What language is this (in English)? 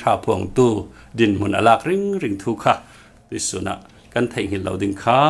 Falam Chin